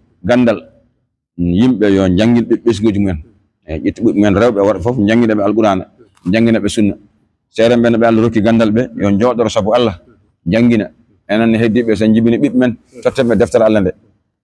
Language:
Fula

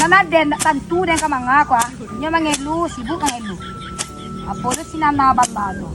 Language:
Minangkabau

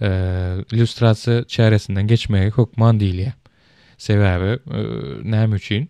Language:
Turkmen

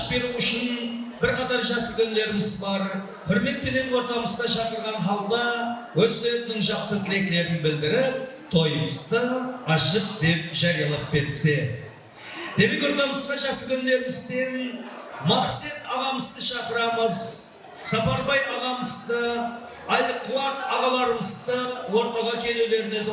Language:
Kara-Kalpak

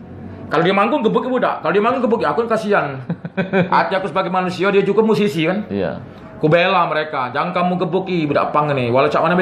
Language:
Musi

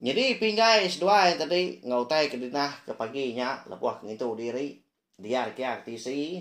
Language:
Iban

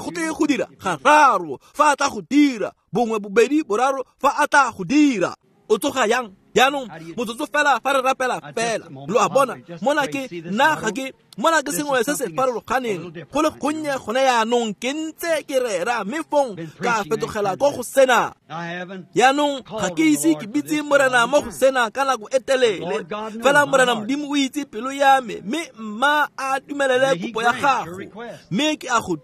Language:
Tswana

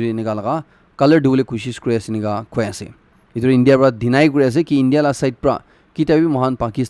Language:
Naga Pidgin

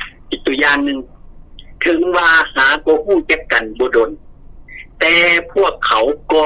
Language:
Lao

